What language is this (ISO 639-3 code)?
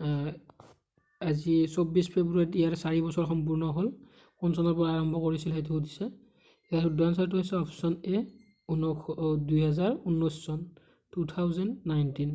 asm